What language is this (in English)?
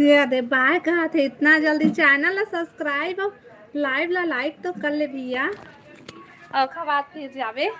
Chhattisgarhi